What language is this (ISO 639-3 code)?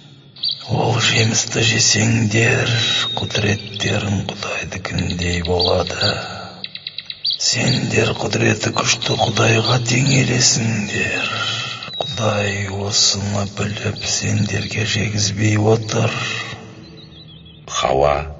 kaz